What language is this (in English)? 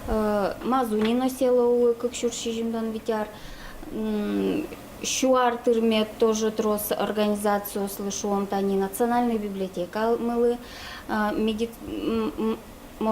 Udmurt